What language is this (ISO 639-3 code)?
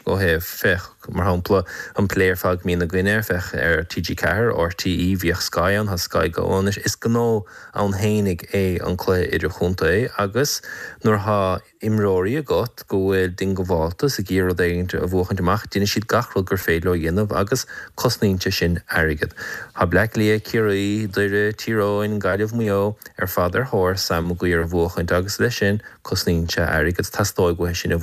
gle